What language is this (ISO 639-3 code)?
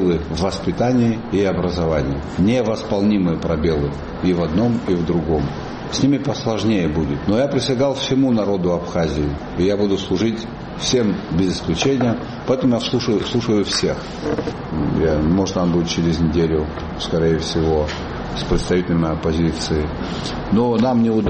rus